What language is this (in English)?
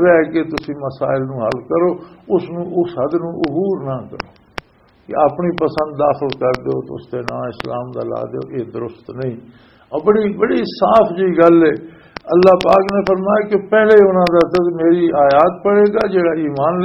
Western Panjabi